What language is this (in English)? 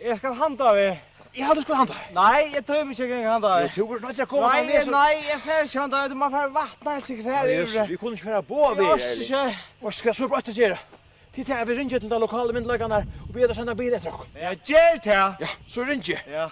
Faroese